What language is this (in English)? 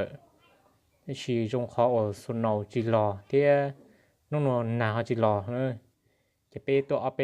Hmong